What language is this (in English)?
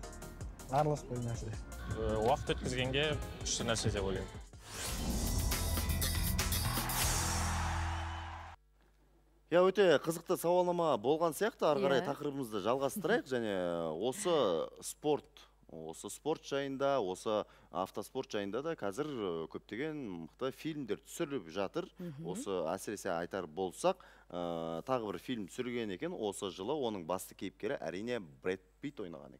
Kazakh